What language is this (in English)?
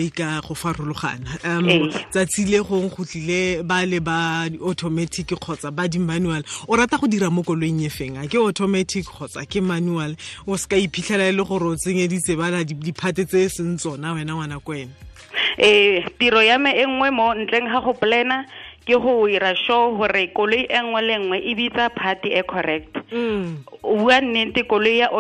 Tswana